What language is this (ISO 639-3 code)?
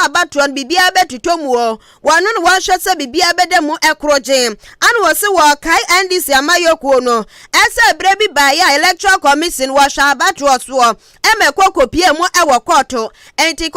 aka